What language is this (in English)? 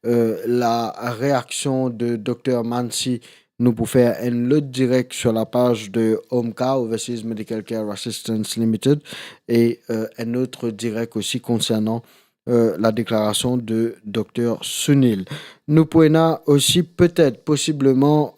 Morisyen